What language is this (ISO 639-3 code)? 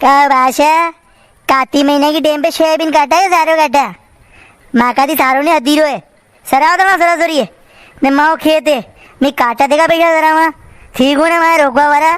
raj